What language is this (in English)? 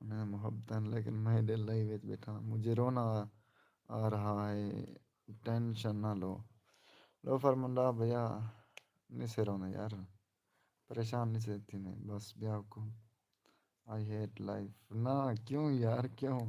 Saraiki